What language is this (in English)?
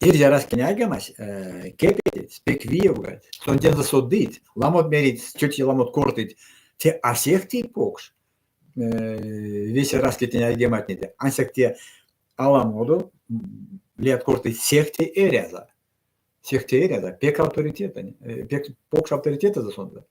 Erzya